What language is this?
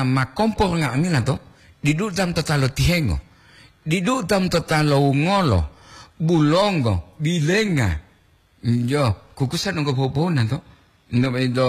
Gorontalo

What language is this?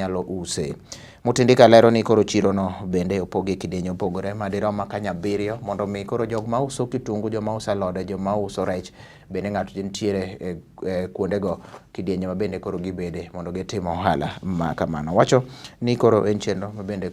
Luo (Kenya and Tanzania)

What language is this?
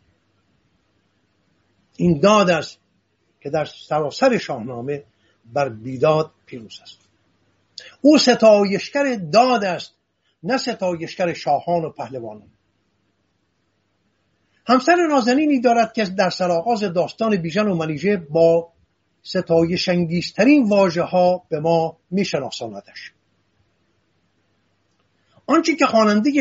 Persian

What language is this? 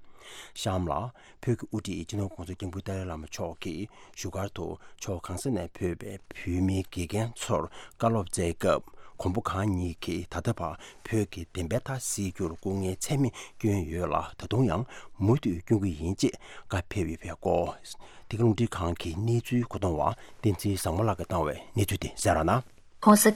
Tibetan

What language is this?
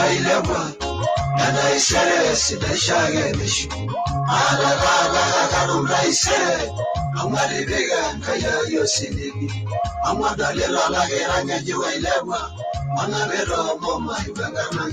Masai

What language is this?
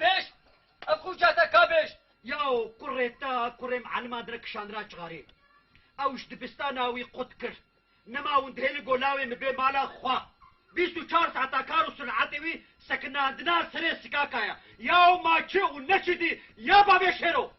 Kurdish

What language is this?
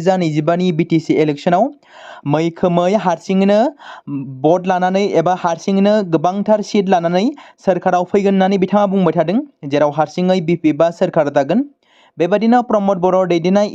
Bodo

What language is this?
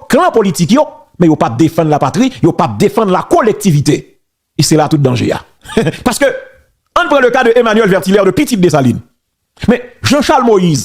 Haitian Creole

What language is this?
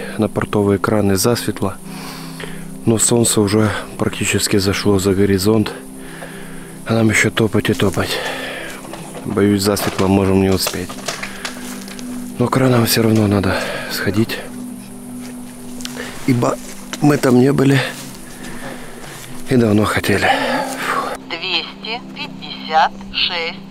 Russian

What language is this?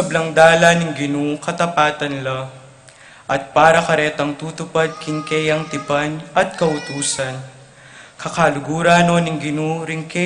Pampanga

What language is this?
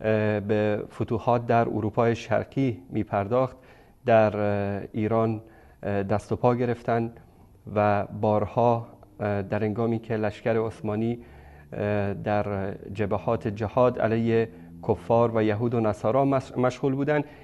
Persian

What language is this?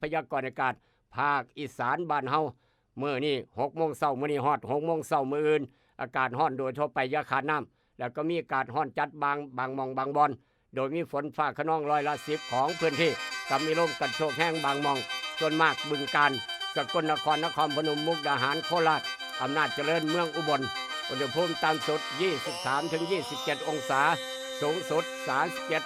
Northeastern Thai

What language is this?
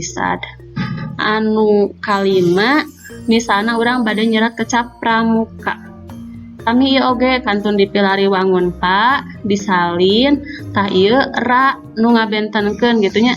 Sundanese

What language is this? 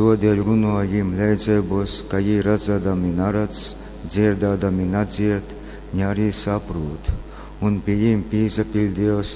Latgalian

